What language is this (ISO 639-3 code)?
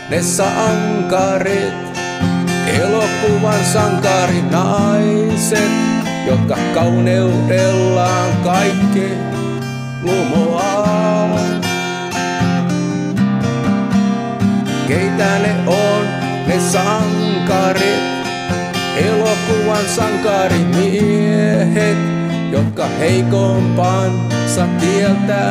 fin